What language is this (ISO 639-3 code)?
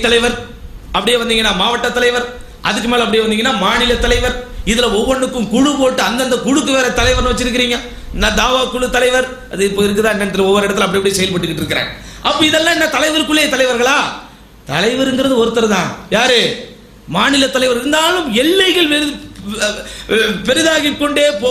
tam